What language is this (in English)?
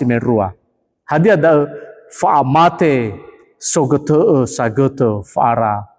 Nias